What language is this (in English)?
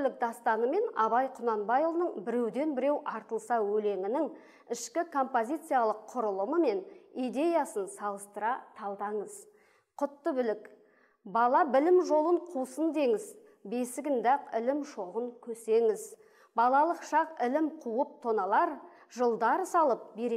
Kazakh